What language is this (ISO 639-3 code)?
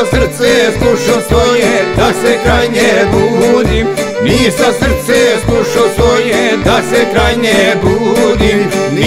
hrv